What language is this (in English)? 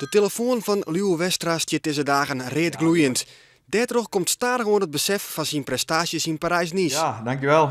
Western Frisian